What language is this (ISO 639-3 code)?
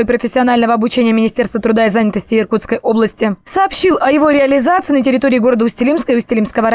rus